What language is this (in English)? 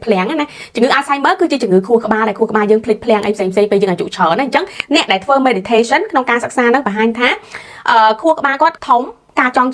Khmer